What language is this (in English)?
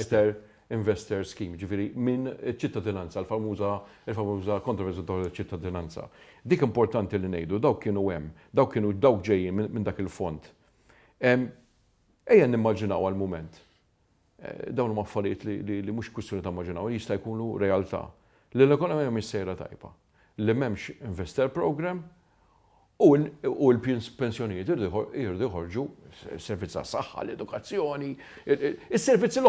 Maltese